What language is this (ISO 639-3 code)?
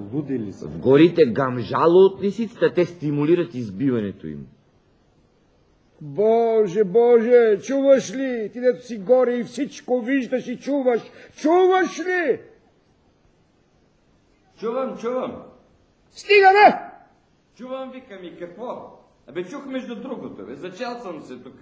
bul